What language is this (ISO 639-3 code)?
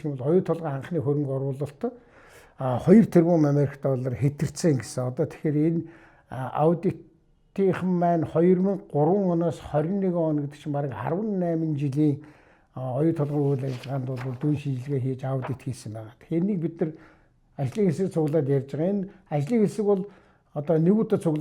mon